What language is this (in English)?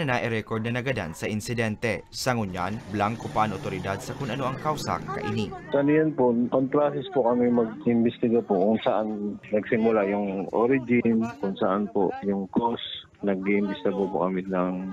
Bikol